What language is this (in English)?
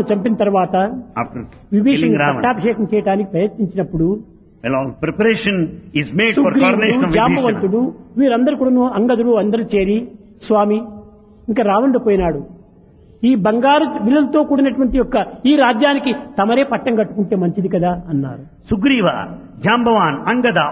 Telugu